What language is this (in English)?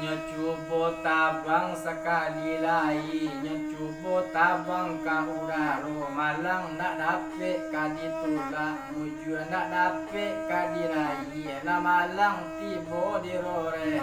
Minangkabau